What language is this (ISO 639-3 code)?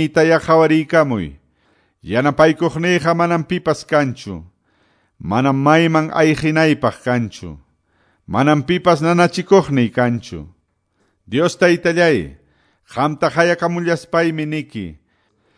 que